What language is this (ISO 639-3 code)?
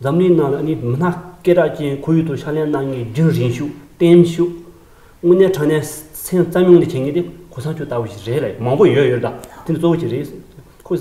bod